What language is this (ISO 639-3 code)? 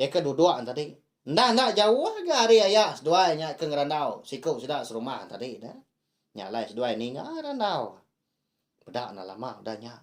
iba